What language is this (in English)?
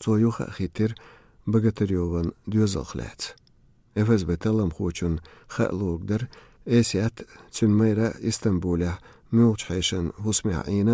Chechen